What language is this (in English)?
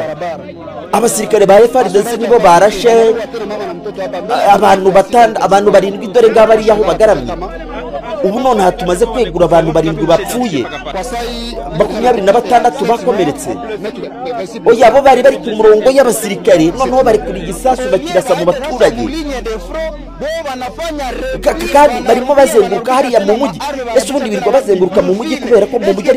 Kinyarwanda